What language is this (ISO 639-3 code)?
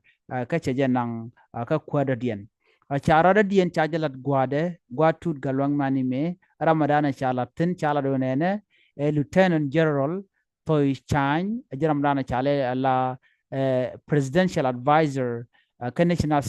nus